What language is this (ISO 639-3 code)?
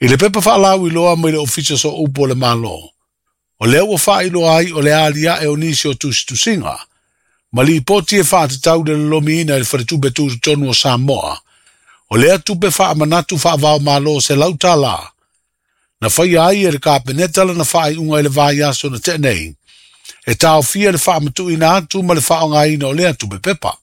smo